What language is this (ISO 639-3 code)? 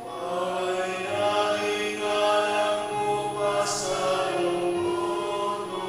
pam